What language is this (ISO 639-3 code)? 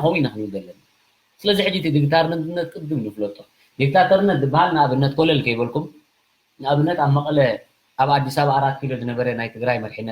tir